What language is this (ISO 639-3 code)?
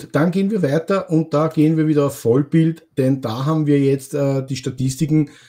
deu